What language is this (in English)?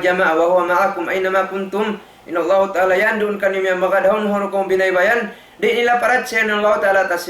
Tausug